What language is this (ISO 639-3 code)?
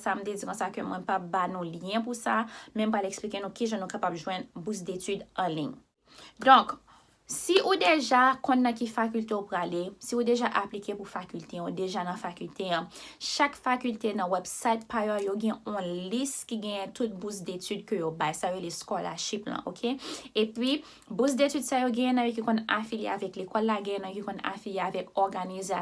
hat